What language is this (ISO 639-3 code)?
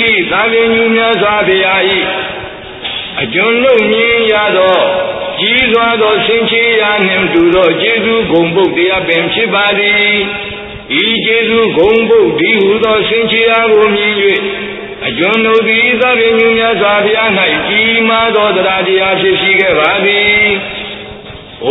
mya